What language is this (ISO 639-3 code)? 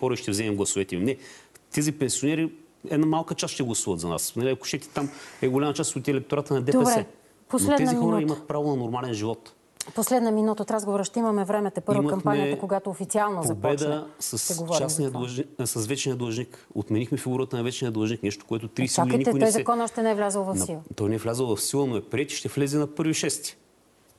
bul